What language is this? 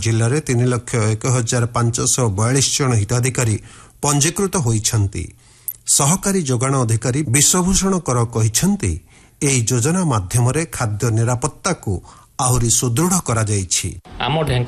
Odia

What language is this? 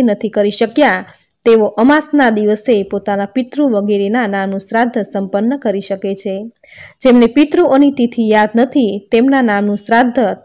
Gujarati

